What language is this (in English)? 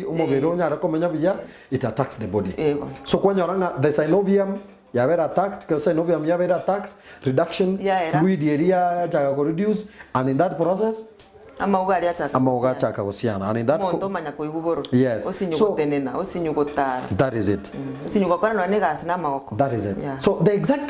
Gusii